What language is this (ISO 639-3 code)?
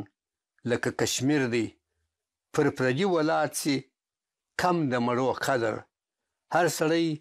pus